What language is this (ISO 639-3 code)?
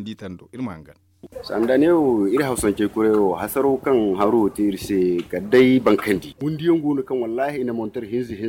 dje